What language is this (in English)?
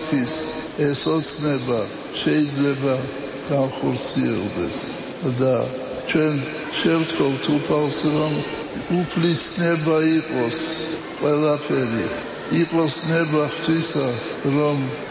Georgian